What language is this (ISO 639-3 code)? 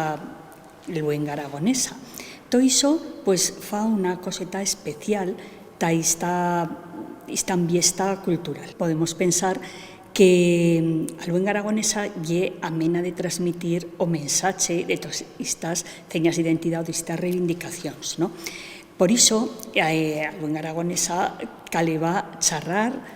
arg